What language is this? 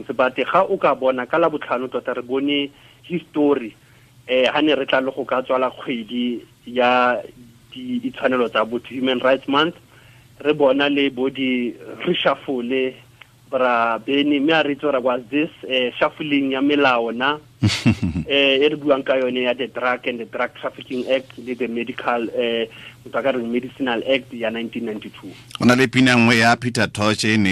Tswana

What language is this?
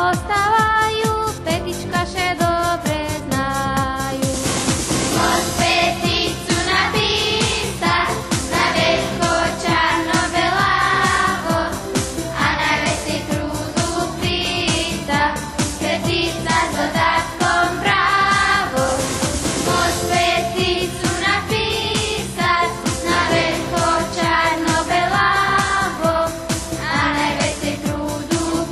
Rusyn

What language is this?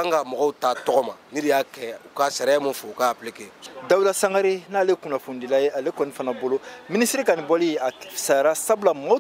Bambara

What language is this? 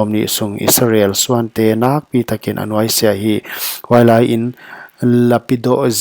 Paite Chin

